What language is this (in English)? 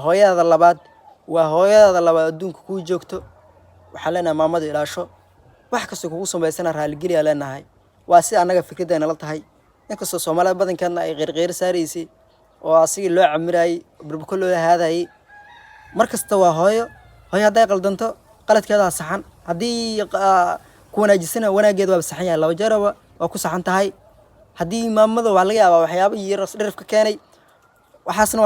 Somali